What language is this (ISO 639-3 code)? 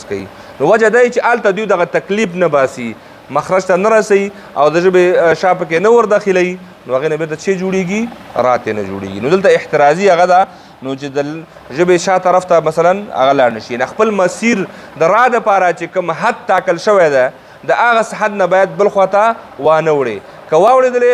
pus